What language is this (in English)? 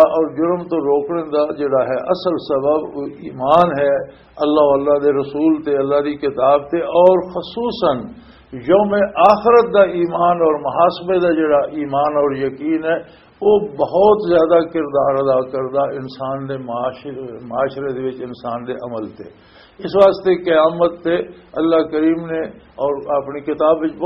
Western Panjabi